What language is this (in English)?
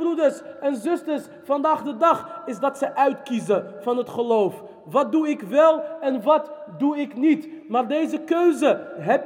Dutch